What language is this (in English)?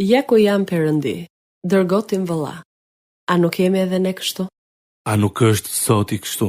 Albanian